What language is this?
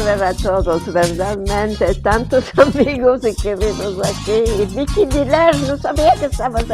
Ladino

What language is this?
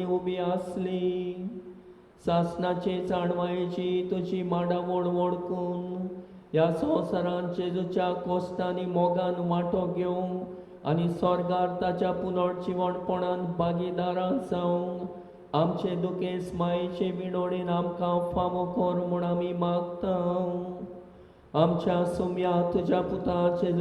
Konkani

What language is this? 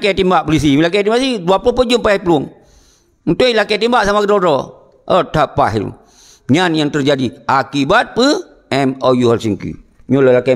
Achinese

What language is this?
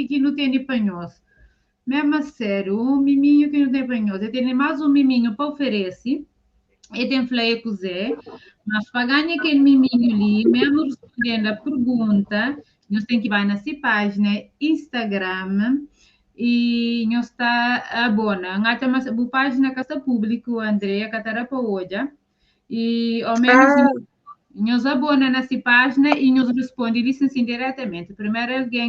Kabuverdianu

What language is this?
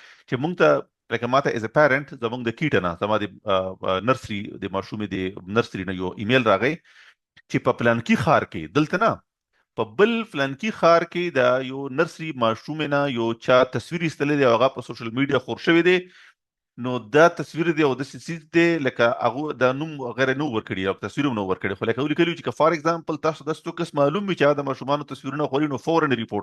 Pashto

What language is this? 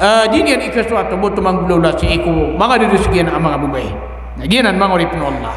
Maranao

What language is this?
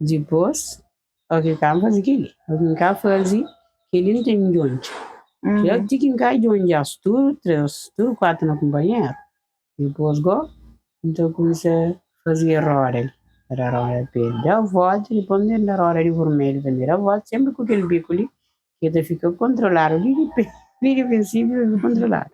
Kabuverdianu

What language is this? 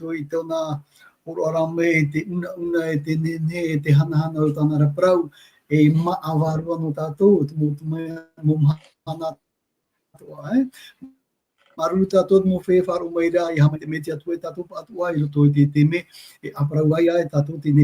Tahitian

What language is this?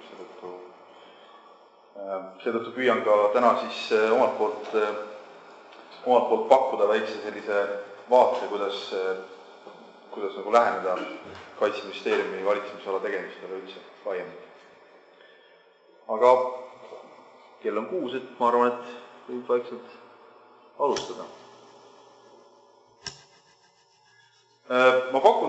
Estonian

